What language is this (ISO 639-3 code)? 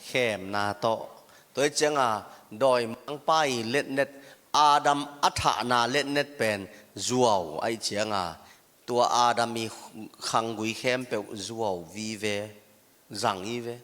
ctd